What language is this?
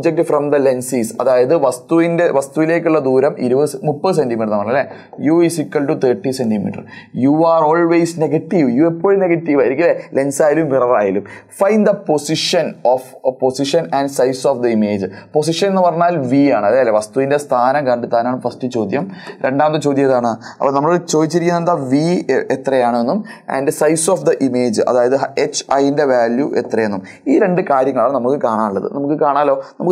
Malayalam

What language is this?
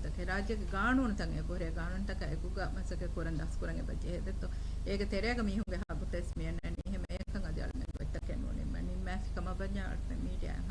Divehi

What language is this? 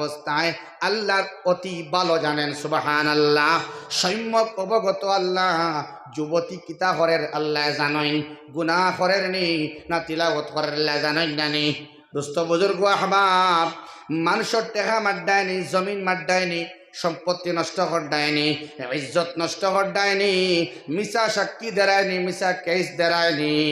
Sylheti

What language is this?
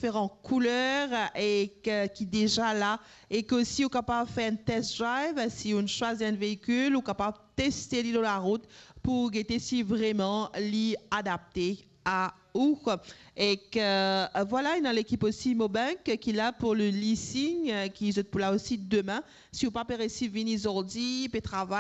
Morisyen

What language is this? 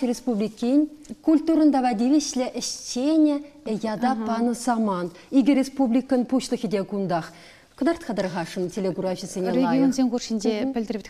Chuvash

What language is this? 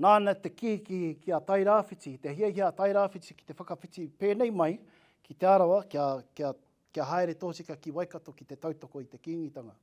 Māori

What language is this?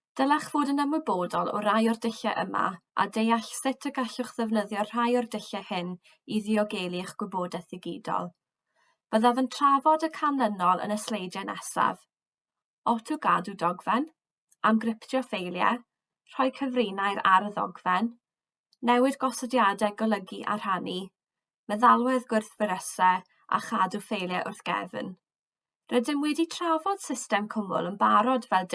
Welsh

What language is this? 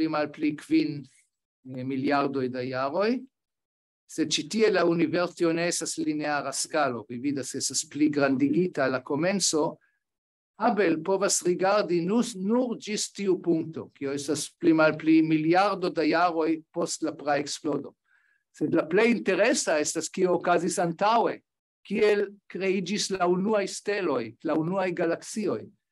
Esperanto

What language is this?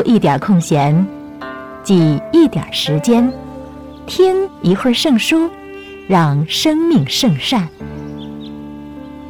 Chinese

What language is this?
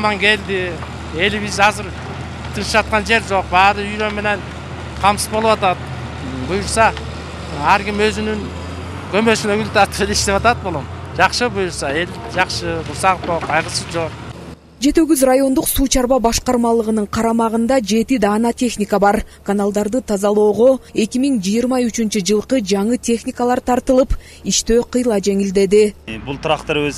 Kyrgyz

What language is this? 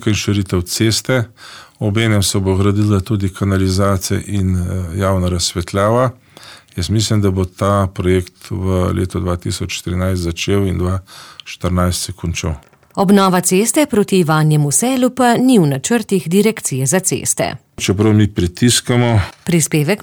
Slovenian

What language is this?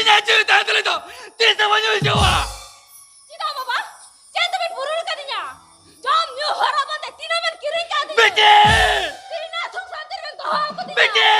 Santali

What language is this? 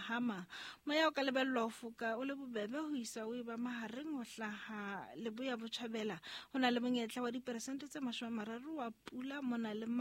Southern Sotho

